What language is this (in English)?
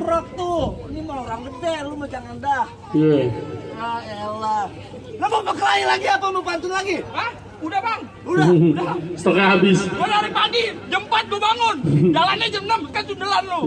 Betawi